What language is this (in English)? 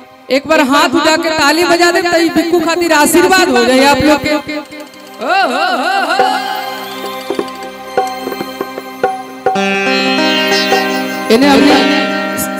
Bhojpuri